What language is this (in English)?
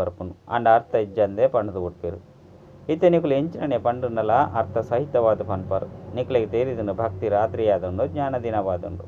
Tulu